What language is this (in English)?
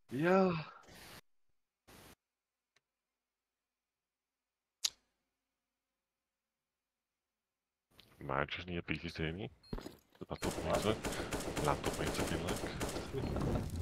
Afrikaans